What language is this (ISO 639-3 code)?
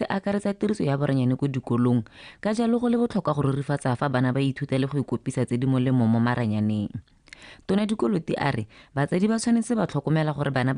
tsn